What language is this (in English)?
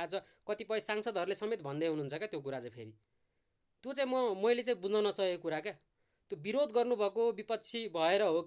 Nepali